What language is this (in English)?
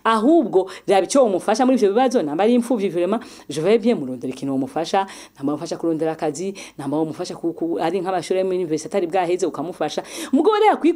Rundi